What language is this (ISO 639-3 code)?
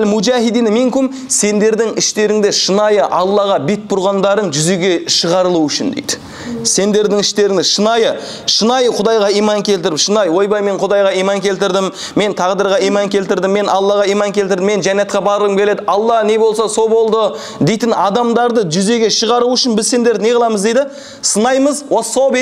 kaz